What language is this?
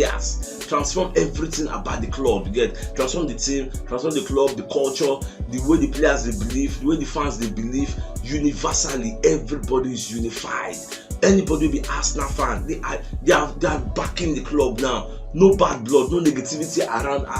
Nigerian Pidgin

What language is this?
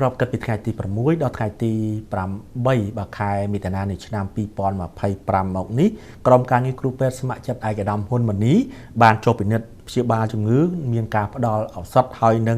Khmer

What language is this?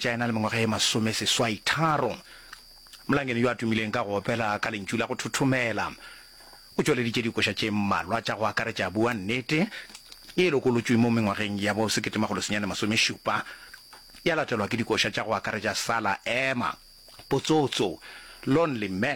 Northern Sotho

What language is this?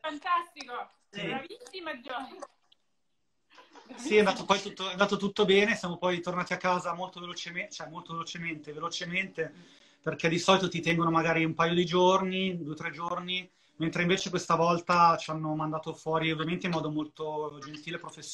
Italian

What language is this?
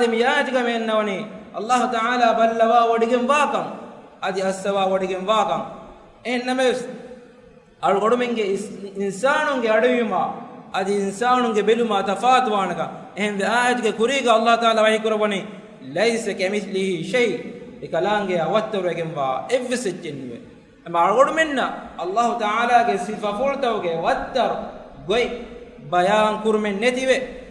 Divehi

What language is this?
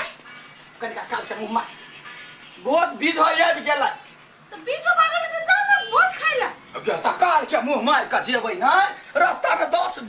Maithili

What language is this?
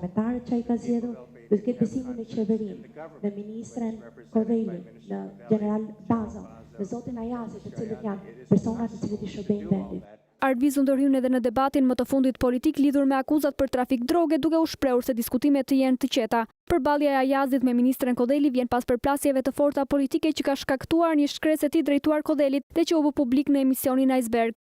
Albanian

